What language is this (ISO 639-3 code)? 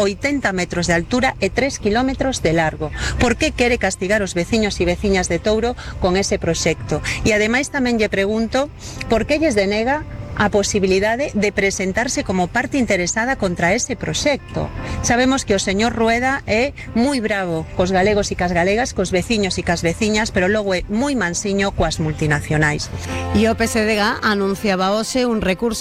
glg